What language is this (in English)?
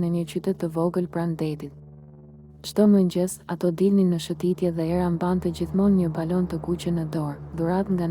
Albanian